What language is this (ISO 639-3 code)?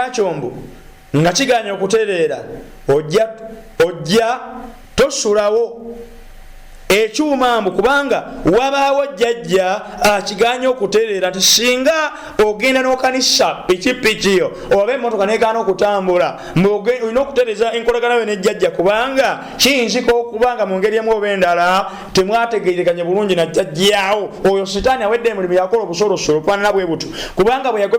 lug